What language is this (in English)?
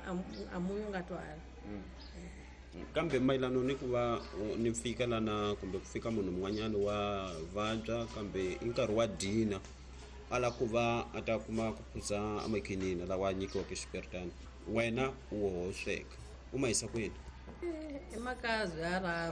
Tsonga